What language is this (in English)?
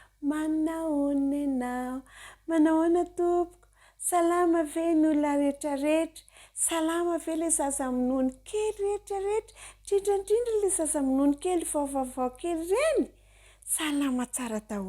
Malagasy